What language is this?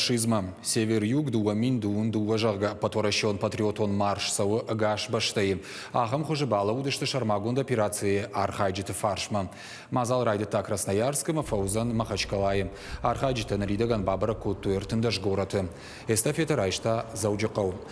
Ossetic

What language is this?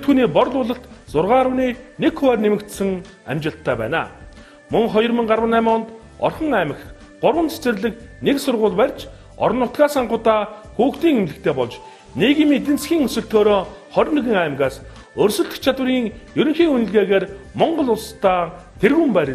Mongolian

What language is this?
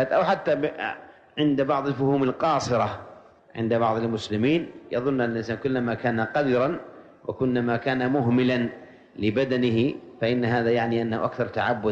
Arabic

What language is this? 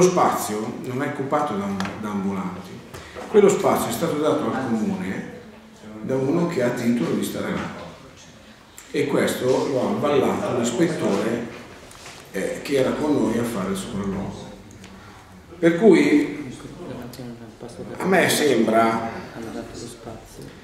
Italian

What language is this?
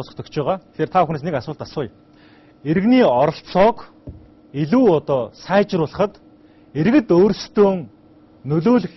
Mongolian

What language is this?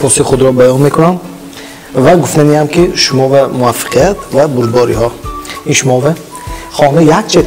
Tajik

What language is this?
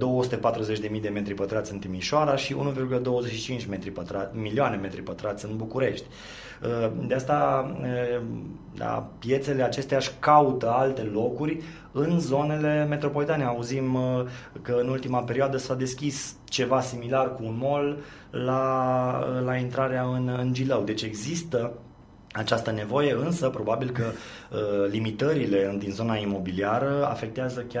Romanian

